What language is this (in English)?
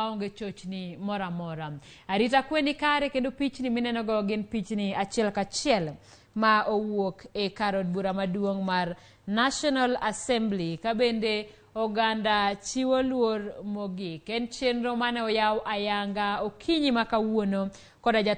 Luo (Kenya and Tanzania)